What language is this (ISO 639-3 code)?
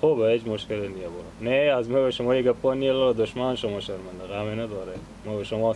fas